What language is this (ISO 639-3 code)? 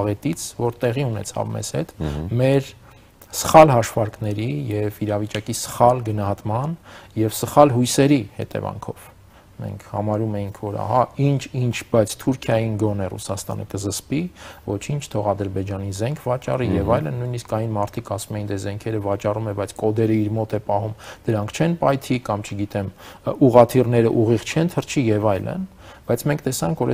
hye